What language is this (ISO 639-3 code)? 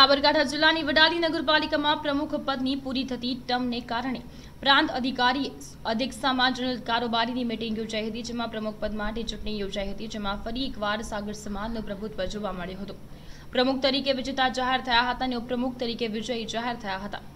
guj